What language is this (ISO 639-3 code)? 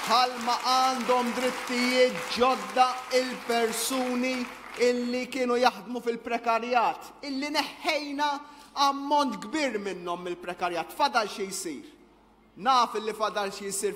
mlt